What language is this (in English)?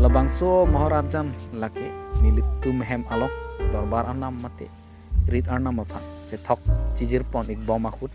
Karbi